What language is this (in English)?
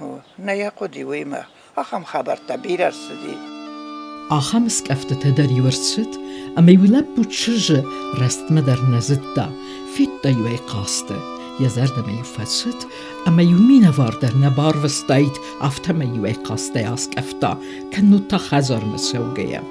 Ossetic